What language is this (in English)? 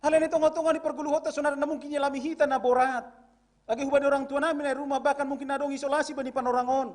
Batak Simalungun